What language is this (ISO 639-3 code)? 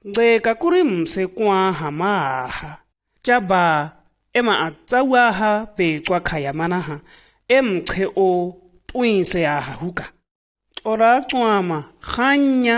shg